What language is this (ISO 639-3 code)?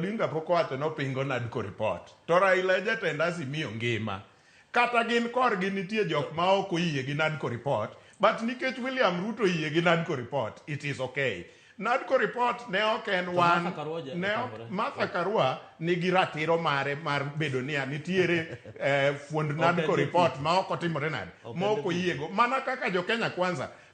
luo